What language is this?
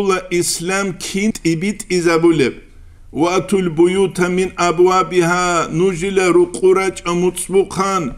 Avaric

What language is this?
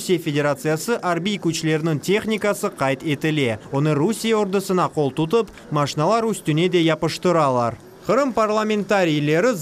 Crimean Tatar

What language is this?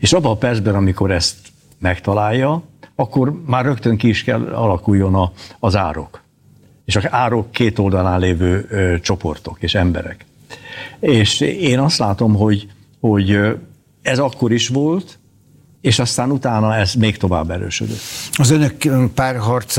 Hungarian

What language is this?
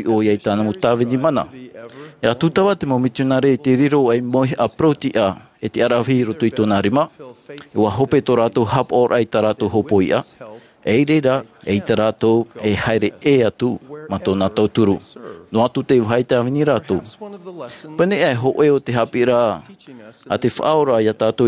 Tahitian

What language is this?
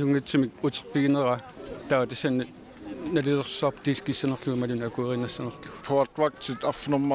Kalaallisut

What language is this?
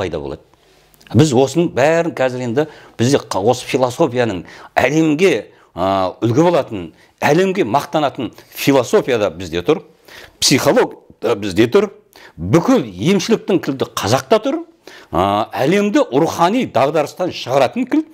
Kazakh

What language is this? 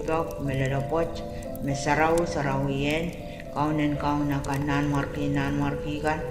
Pohnpeian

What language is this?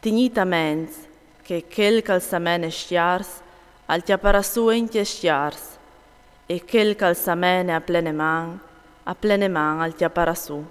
Friulian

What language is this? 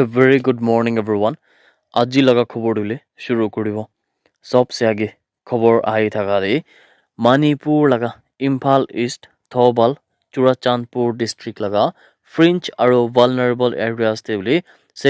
Naga Pidgin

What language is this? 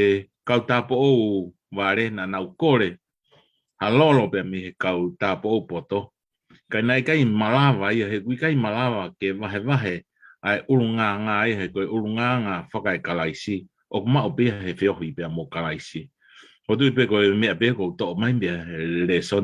Tongan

